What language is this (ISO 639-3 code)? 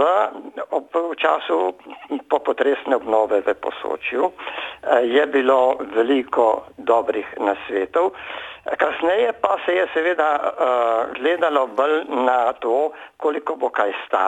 slv